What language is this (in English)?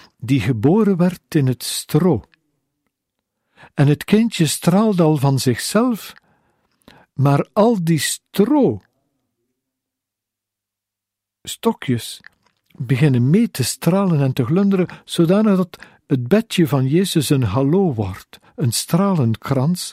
Dutch